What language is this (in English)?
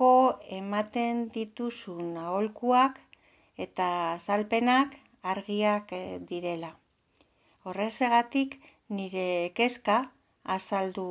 Basque